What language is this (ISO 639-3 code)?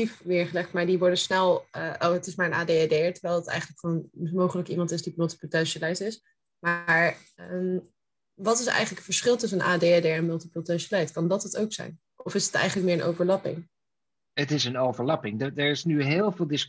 nld